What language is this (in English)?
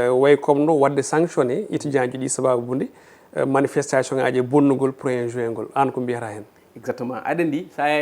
Fula